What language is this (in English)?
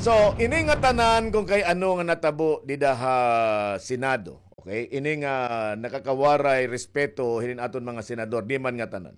Waray